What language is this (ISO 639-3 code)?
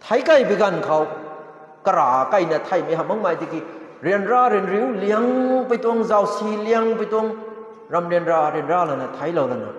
nbu